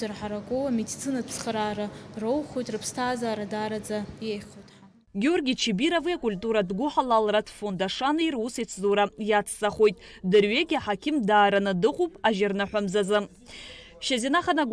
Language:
Abkhazian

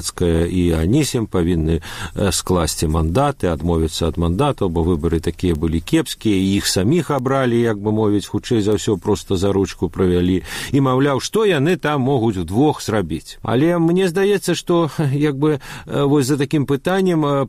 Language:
Belarusian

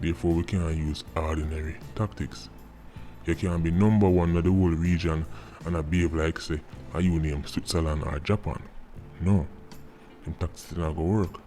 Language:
Jamaican Creole English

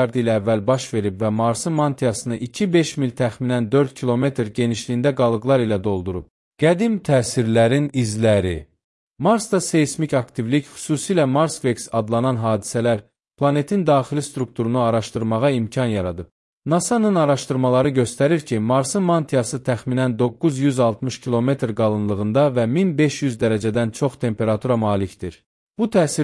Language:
Azerbaijani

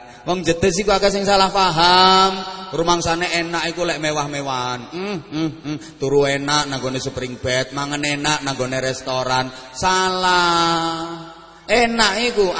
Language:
Javanese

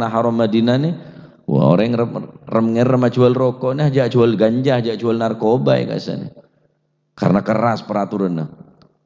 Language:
Madurese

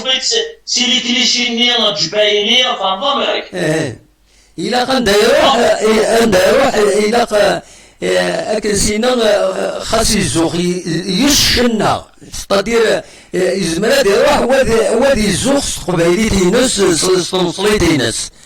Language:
Kabyle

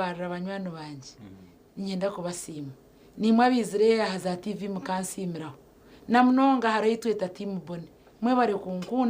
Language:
Nyankole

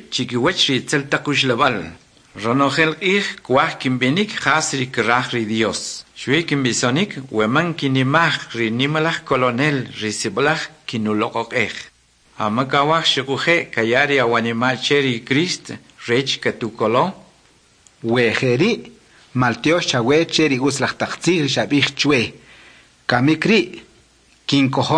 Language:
Kʼicheʼ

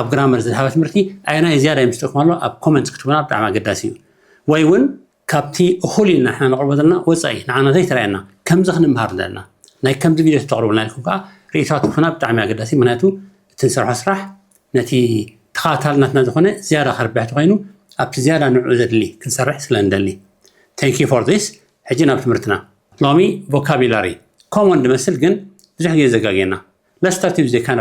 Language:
Tigrinya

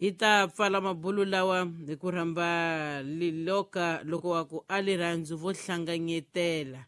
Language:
Tsonga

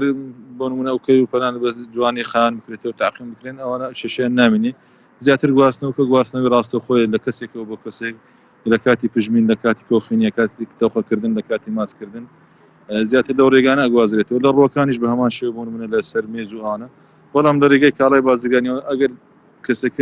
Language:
Central Kurdish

